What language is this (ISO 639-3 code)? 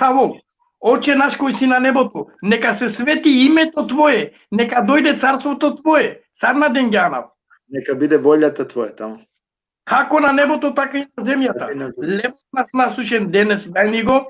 rmn